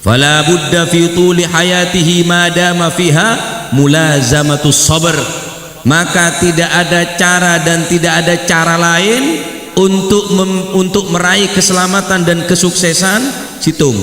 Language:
Madurese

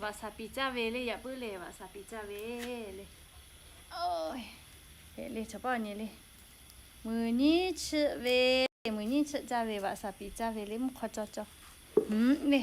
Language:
Lahu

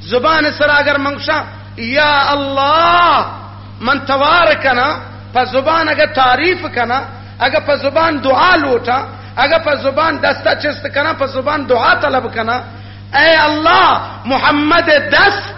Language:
Eastern Balochi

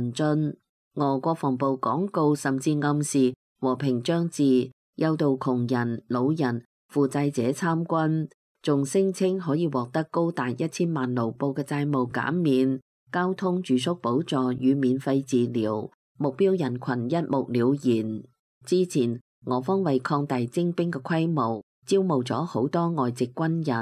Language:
Cantonese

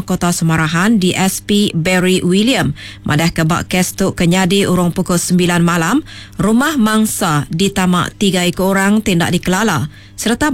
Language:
Iban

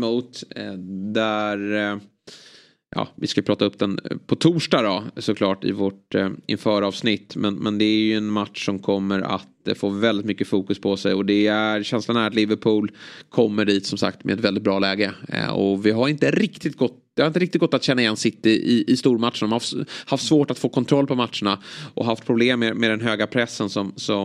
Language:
Swedish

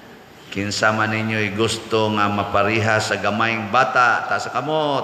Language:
Cebuano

